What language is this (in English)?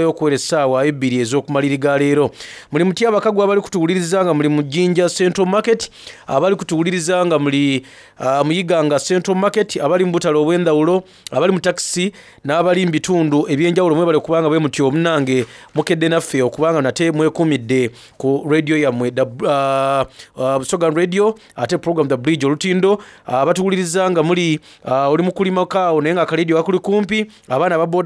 Soga